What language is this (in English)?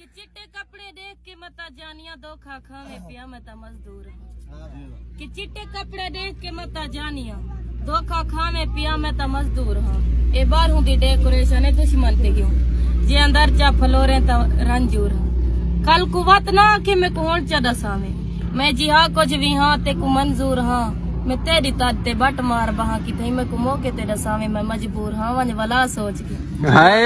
Saraiki